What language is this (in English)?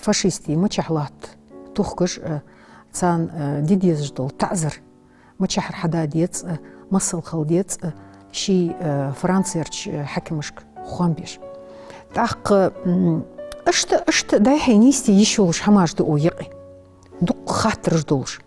Ingush